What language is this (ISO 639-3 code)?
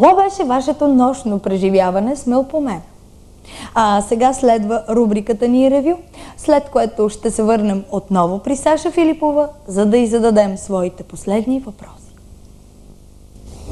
bul